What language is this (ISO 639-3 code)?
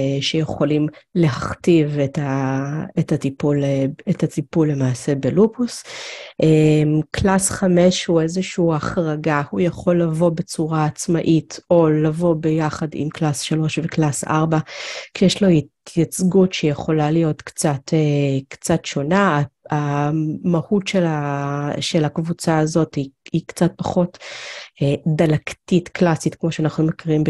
heb